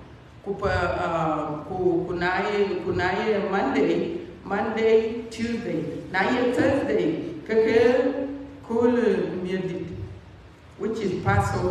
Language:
Dinka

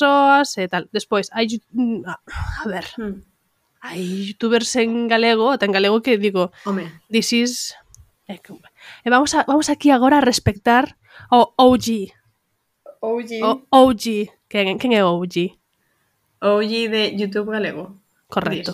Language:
Galician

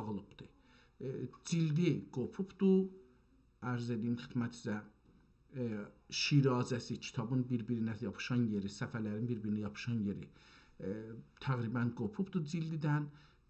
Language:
South Azerbaijani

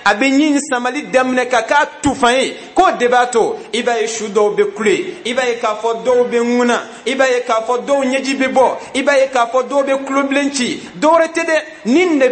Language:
Bambara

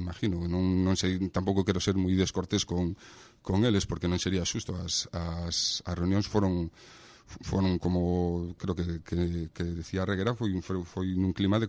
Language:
Galician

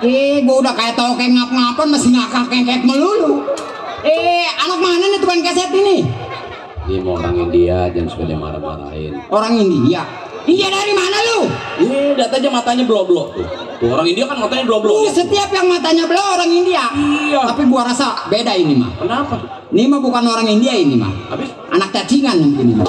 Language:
Betawi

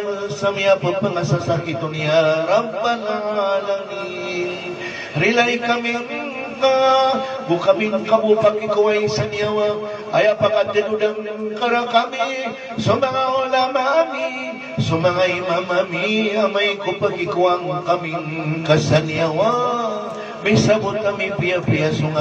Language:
Maranao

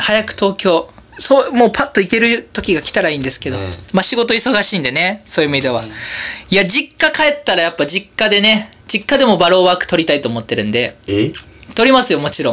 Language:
Japanese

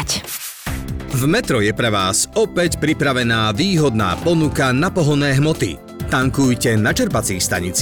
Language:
Slovak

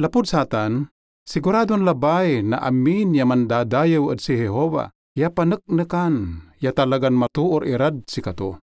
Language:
Pangasinan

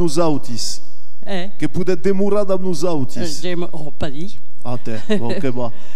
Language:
Occitan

